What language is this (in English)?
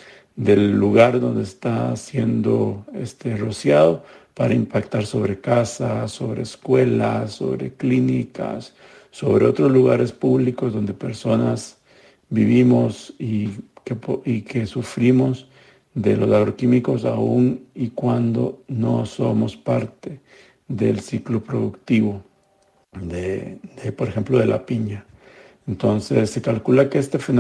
Spanish